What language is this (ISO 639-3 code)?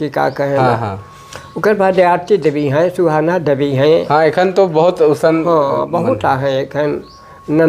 sck